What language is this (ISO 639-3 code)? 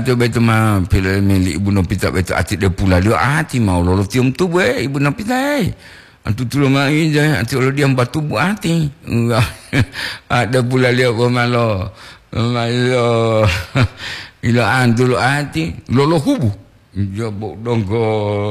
gor